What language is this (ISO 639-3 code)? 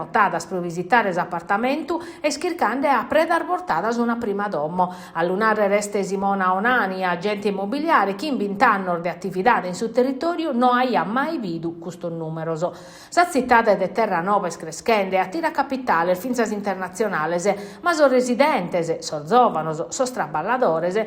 srd